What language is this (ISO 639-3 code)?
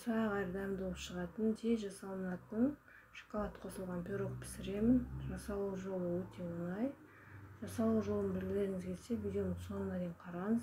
kaz